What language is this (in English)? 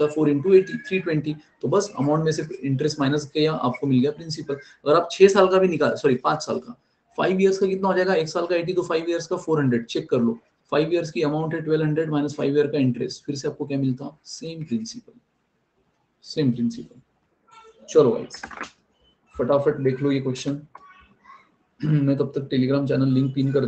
Hindi